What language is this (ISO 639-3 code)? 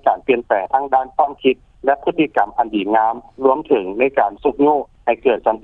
lao